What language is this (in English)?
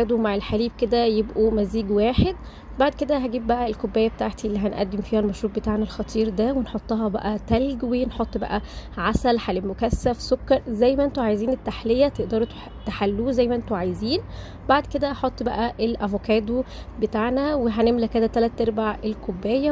Egyptian Arabic